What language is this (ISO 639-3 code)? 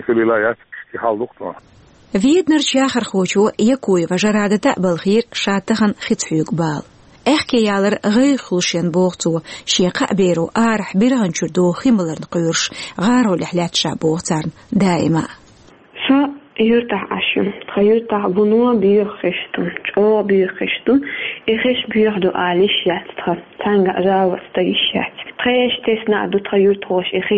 che